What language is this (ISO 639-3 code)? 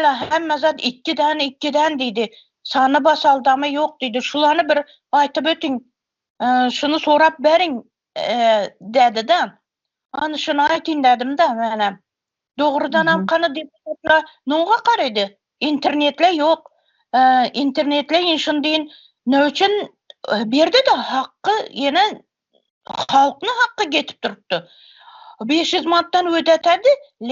tuk